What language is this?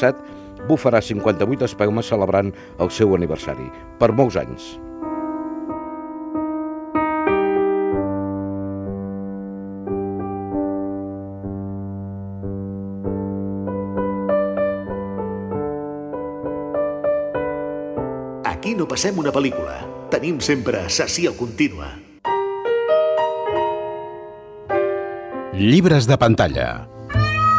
Catalan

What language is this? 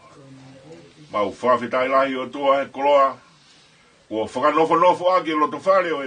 Tongan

